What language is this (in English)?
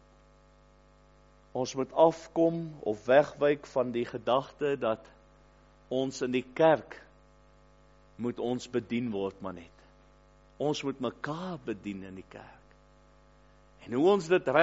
Afrikaans